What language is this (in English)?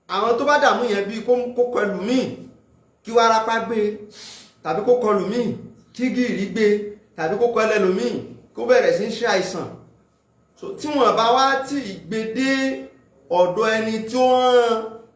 Yoruba